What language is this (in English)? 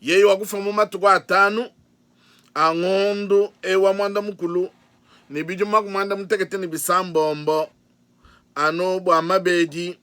Luba-Lulua